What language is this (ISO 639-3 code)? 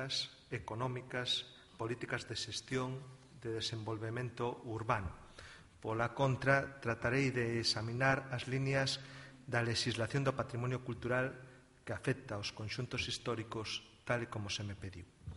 glg